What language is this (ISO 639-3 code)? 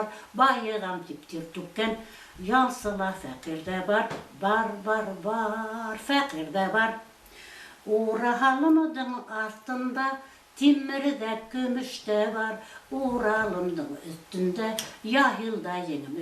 bak